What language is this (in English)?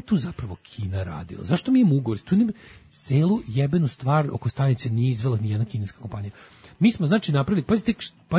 Serbian